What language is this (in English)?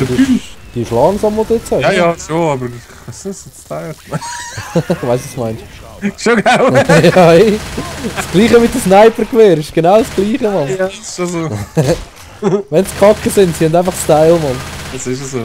Swiss German